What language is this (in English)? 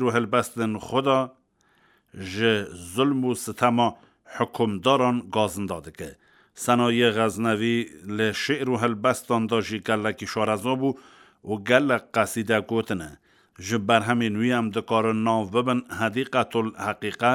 Kurdish